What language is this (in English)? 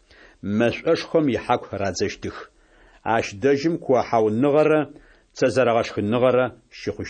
Adyghe